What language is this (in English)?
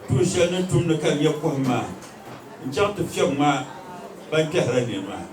Dagbani